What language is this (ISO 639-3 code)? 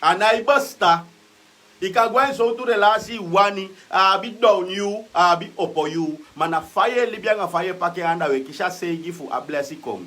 srn